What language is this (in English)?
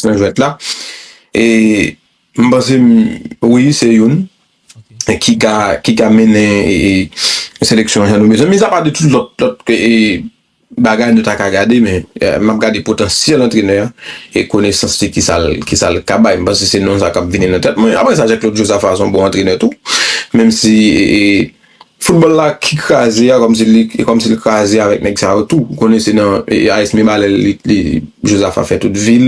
Haitian Creole